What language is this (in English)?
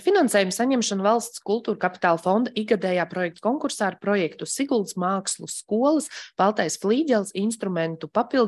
Latvian